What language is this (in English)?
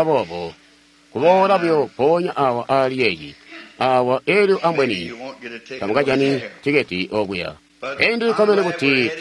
Tonga (Zambia)